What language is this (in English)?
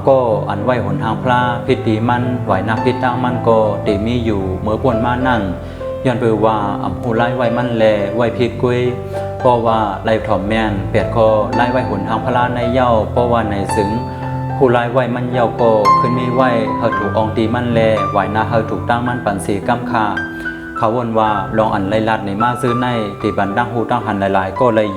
Shan